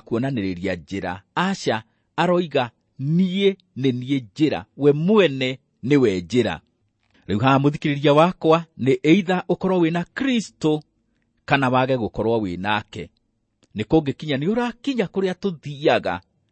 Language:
Kikuyu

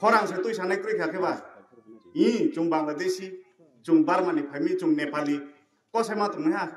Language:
Kok Borok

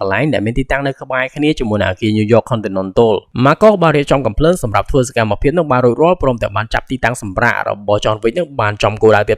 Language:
Khmer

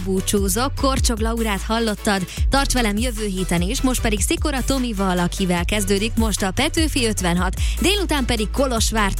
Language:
Hungarian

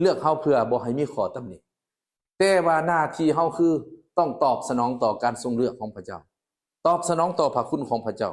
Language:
Lao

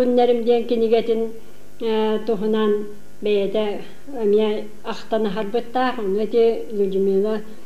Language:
Yakut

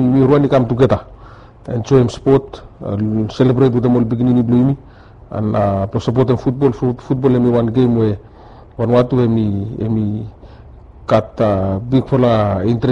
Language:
Bislama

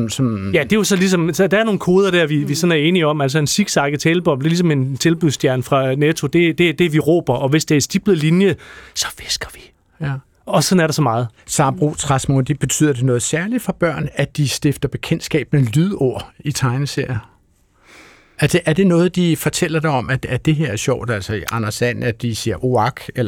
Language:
Danish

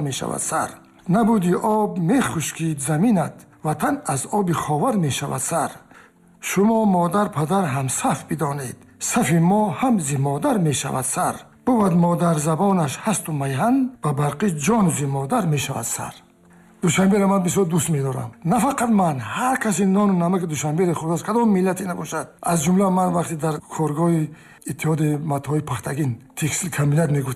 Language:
Tajik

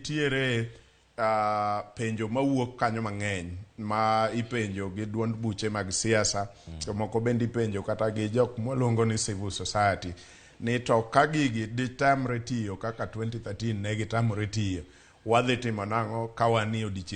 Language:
Luo (Kenya and Tanzania)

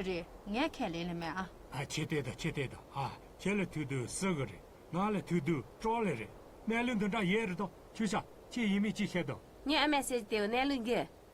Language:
Tibetan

